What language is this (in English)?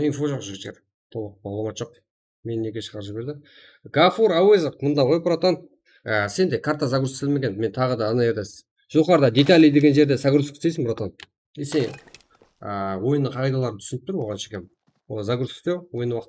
Kara-Kalpak